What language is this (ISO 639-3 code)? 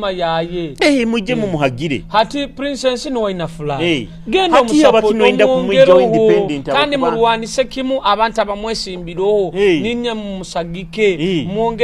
nyo